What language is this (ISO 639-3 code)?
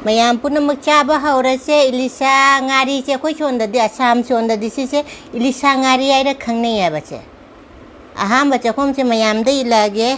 mni